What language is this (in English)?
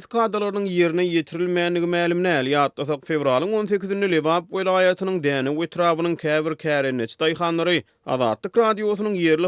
Turkmen